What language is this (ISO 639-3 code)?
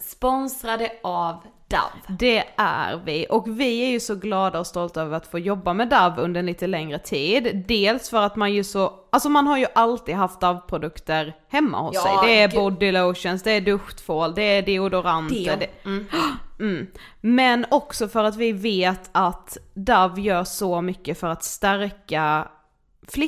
swe